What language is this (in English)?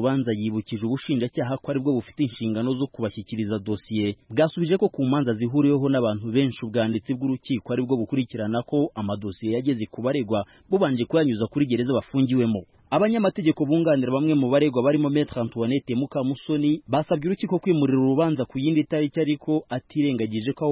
Kinyarwanda